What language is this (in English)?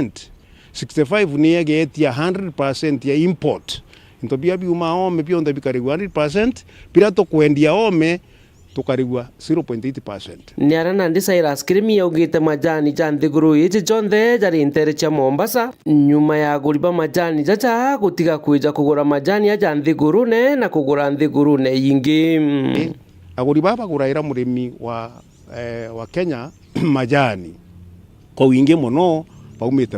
Meru